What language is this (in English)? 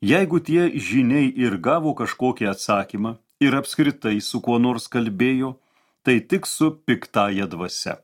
Lithuanian